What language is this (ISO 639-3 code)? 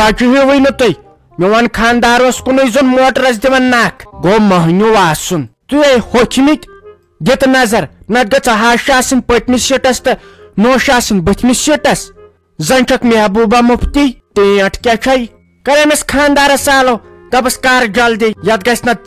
kas